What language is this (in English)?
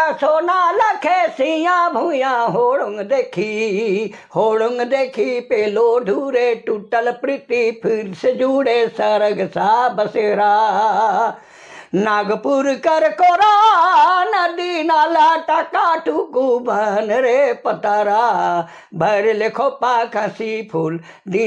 Sadri